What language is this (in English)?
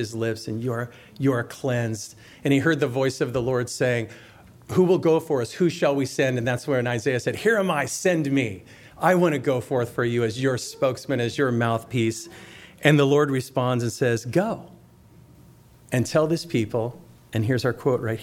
English